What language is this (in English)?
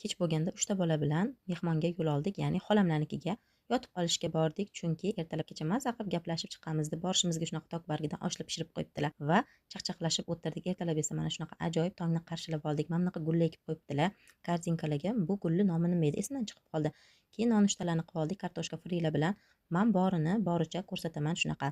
Uzbek